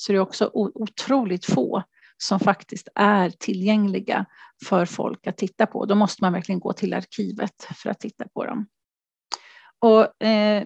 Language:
Swedish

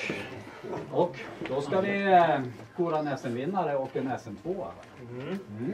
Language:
Swedish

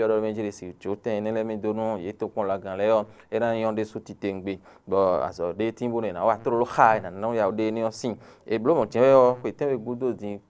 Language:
Fon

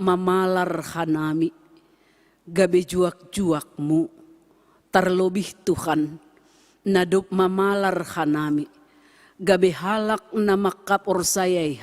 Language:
Batak Simalungun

